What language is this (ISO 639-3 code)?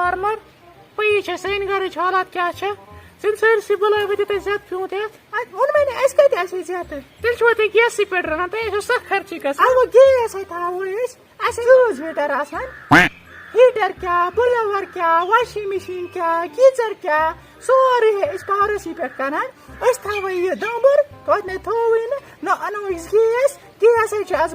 kas